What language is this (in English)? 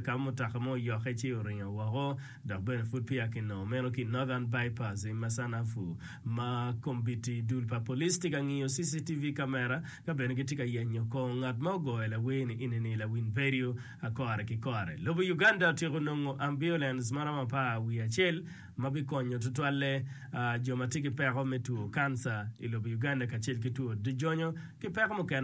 Acoli